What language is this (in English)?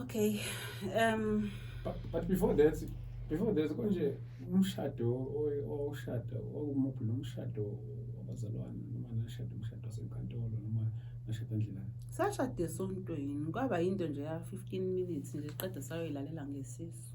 Zulu